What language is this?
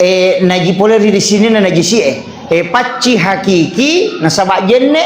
Buginese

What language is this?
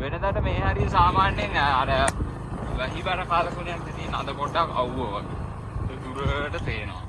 Sinhala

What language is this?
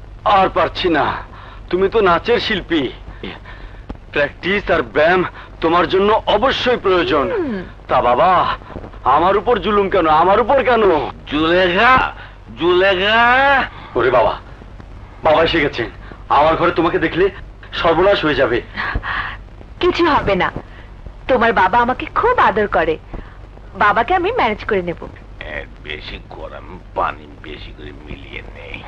Bangla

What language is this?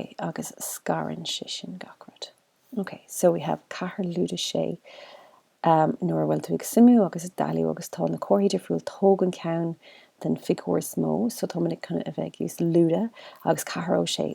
Irish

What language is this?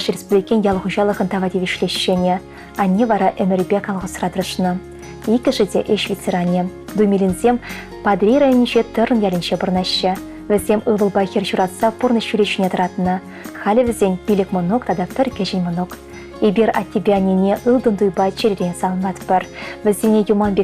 Chuvash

